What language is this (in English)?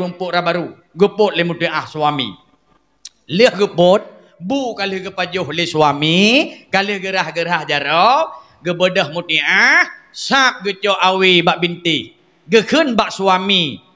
Achinese